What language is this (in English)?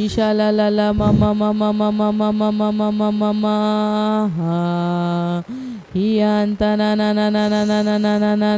Tem